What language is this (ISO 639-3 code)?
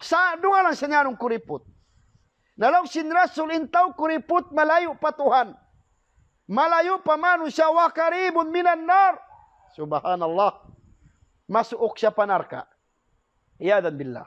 tsg